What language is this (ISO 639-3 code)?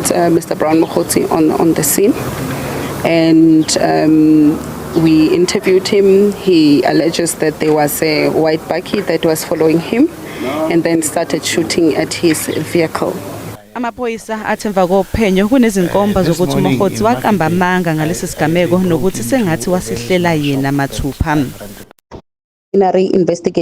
zul